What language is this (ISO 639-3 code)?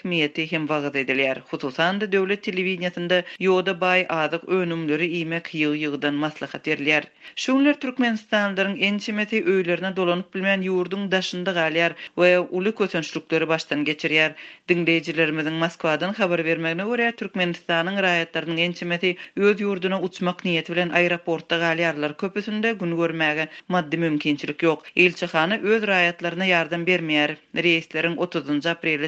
tuk